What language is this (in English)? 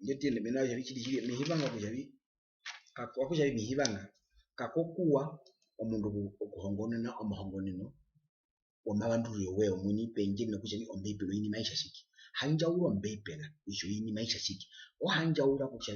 Herero